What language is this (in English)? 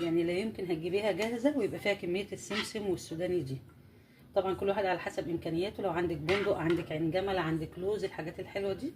Egyptian Arabic